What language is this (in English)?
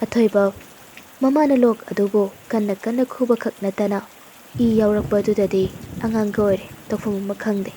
Manipuri